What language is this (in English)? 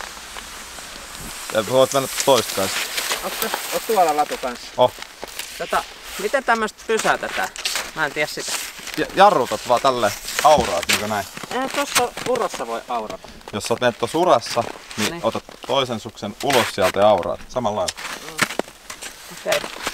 Finnish